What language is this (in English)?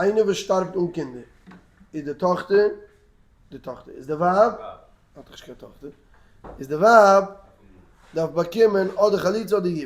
Yiddish